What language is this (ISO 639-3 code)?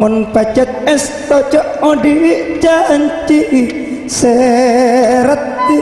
mad